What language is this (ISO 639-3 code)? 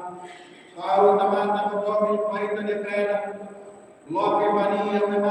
tet